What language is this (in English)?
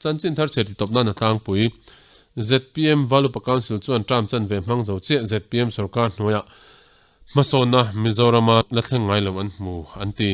Mizo